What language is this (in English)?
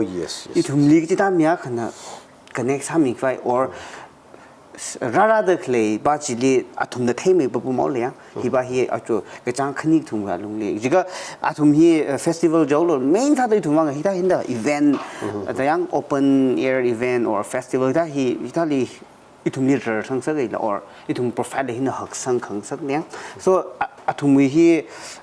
Tangkhul Naga (India)